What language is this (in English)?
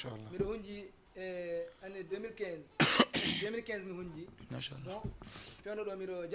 Fula